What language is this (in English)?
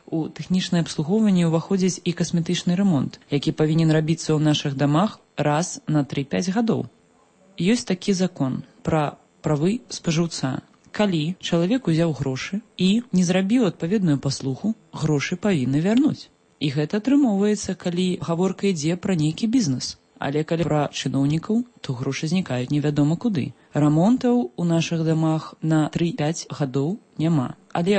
Belarusian